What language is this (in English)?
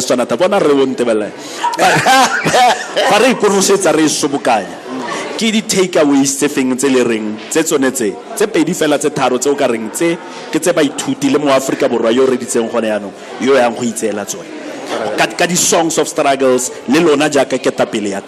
Tswana